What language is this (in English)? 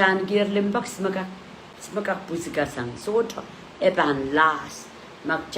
Pohnpeian